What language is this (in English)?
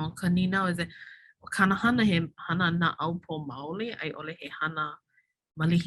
Hawaiian